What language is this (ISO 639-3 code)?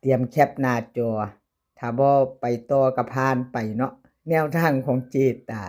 tts